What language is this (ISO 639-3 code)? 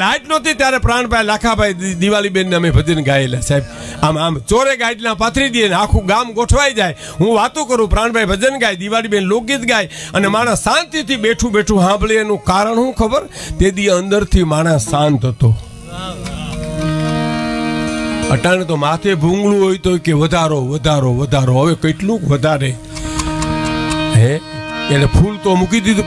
guj